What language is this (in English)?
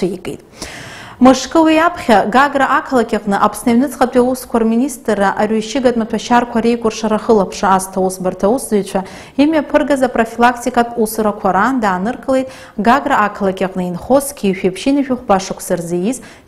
Abkhazian